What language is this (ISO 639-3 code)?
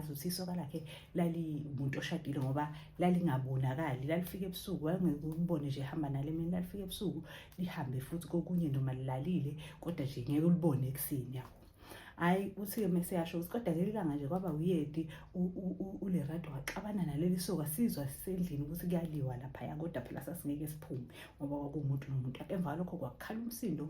zul